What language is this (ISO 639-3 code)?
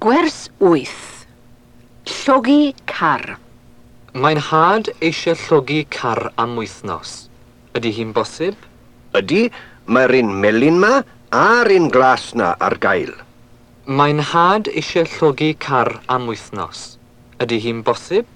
cym